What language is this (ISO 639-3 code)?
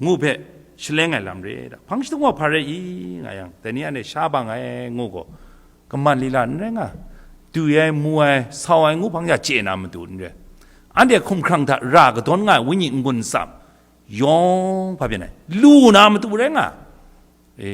kac